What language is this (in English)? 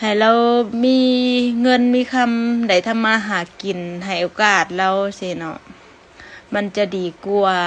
Lao